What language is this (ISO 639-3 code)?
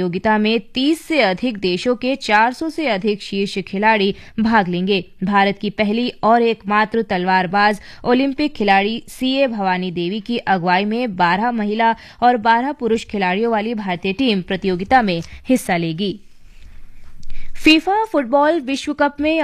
hin